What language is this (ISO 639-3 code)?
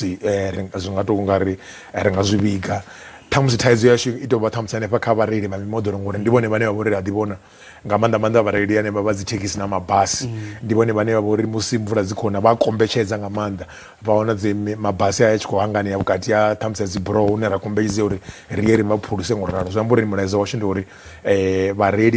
ven